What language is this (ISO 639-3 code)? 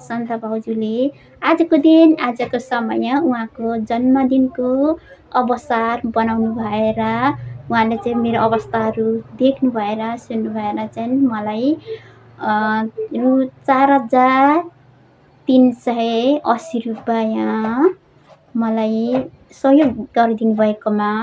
nep